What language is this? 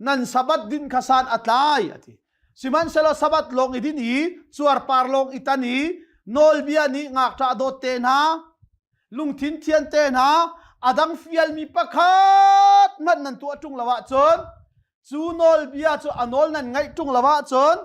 Hakha Chin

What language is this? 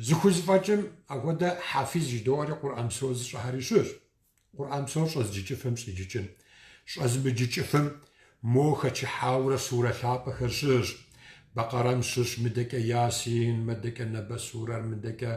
Kabardian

